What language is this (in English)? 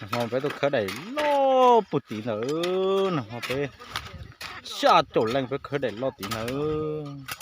Hmong